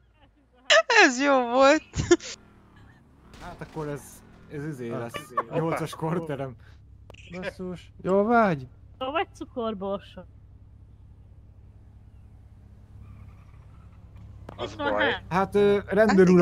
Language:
Hungarian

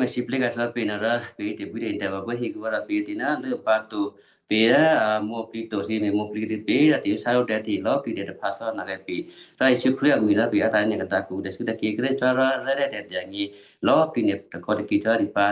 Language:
Western Kayah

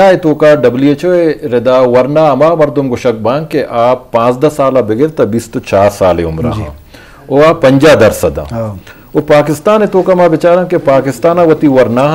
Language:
Eastern Balochi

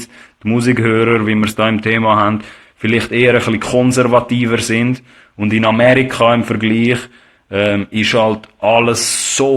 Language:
Swiss German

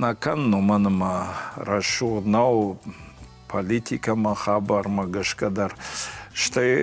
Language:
Ossetic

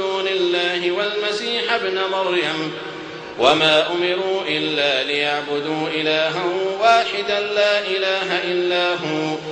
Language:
Arabic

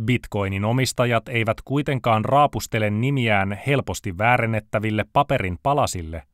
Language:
Finnish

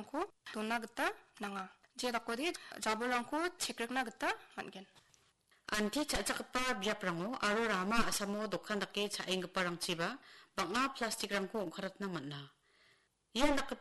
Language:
Garo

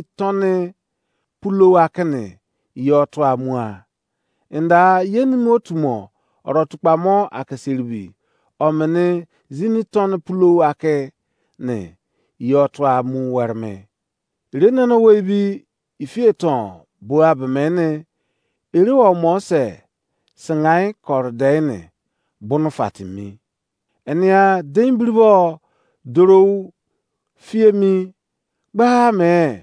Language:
Izon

